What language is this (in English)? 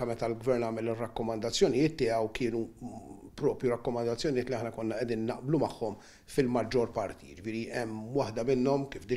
Maltese